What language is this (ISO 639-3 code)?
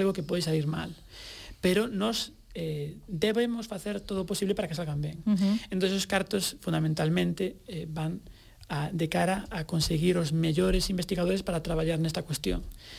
glg